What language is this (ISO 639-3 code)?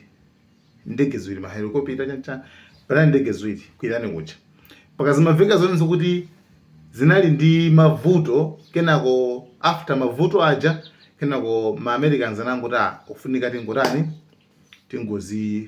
nya